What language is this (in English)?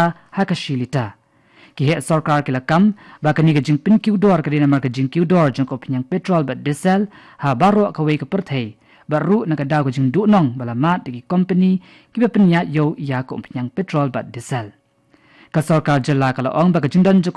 Khasi